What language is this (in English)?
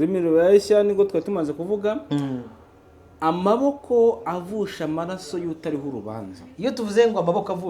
Kinyarwanda